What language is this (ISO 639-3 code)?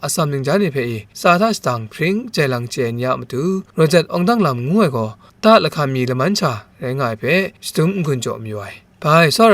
kac